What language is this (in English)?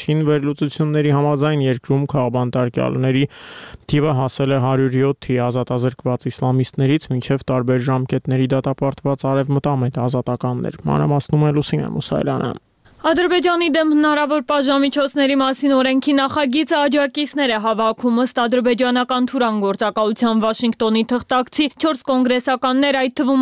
Armenian